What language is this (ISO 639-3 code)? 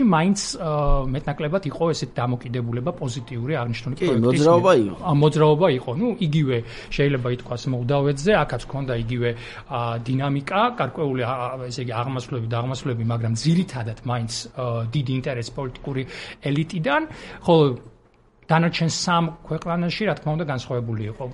kat